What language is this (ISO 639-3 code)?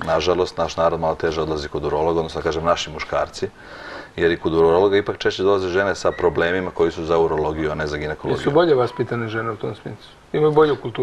srp